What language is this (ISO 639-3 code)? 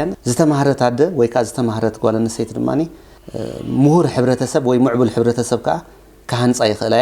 tir